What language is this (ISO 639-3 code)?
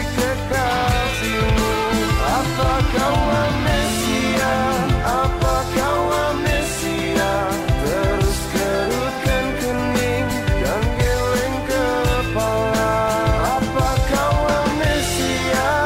ind